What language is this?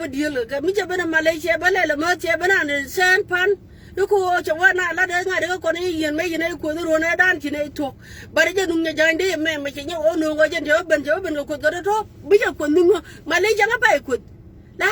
Nuer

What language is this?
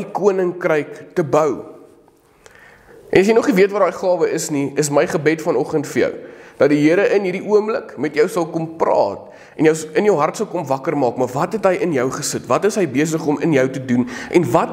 Afrikaans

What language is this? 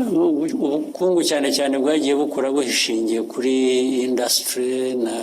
Kinyarwanda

